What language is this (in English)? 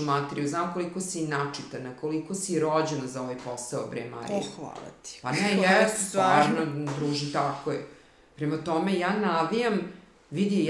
Serbian